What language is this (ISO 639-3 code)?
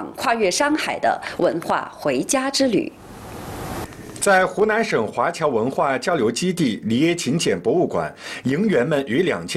zho